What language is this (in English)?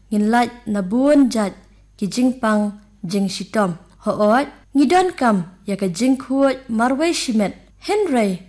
Khasi